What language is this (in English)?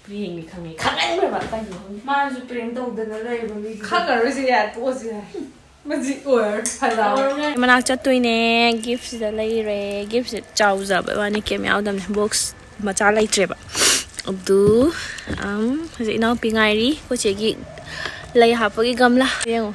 Manipuri